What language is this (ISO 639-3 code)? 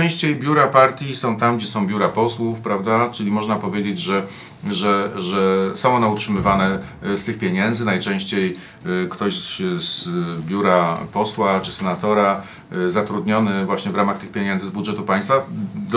pol